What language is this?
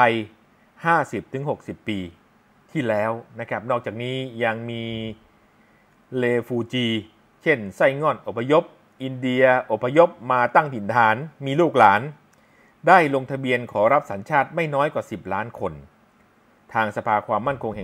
Thai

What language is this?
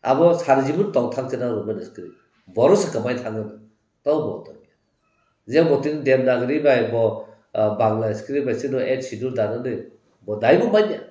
Kok Borok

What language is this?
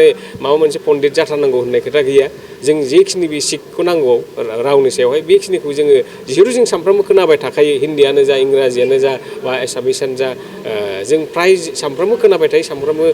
Bodo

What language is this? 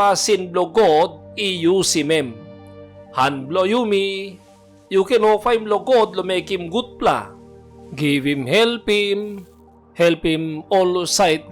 Tok Pisin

